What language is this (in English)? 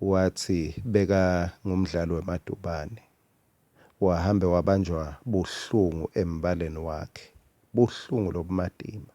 Swati